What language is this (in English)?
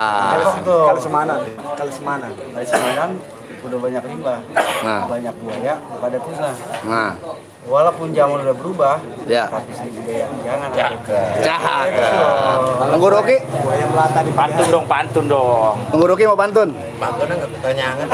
Betawi